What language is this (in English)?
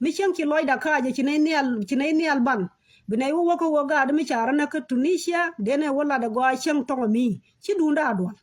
Nuer